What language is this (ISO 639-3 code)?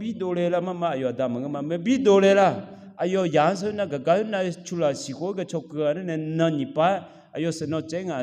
ahk